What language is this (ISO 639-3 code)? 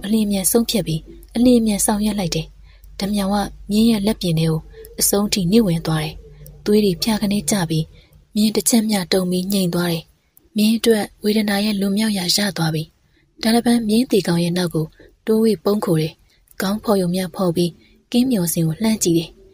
mya